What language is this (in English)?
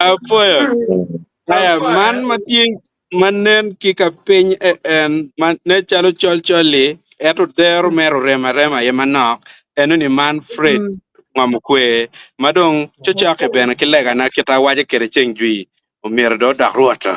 Acoli